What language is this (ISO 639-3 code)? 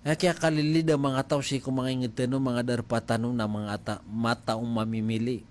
mrw